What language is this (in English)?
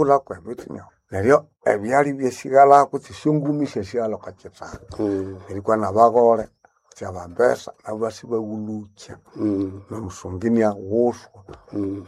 Nande